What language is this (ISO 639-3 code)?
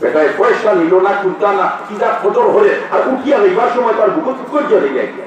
syl